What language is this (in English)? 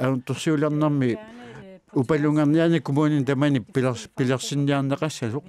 Kalaallisut